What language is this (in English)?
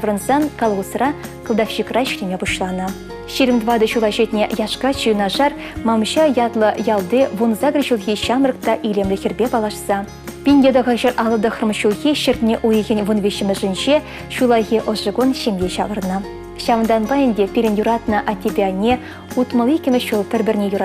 Chuvash